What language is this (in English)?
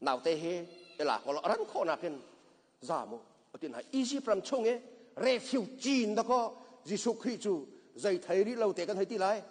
Hakha Chin